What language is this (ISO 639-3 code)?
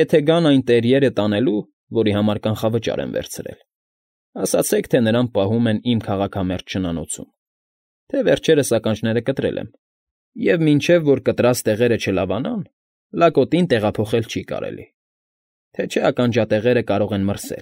hye